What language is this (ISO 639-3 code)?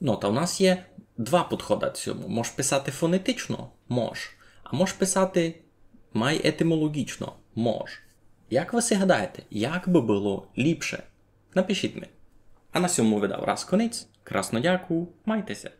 rue